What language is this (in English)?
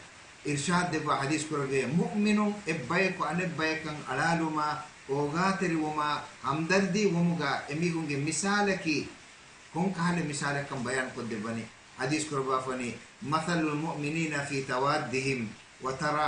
Divehi